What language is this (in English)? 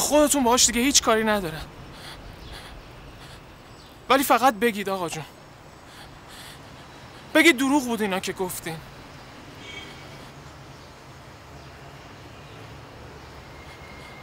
Persian